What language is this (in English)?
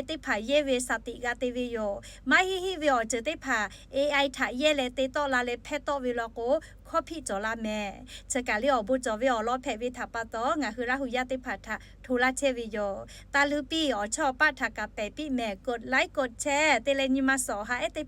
Lahu